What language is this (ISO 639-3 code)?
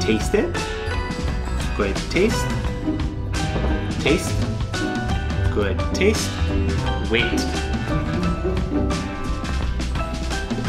eng